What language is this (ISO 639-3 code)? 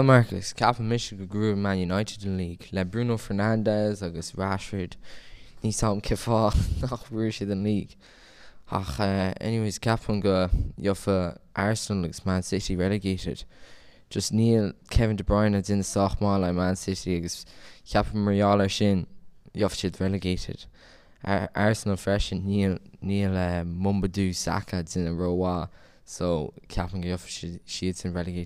gle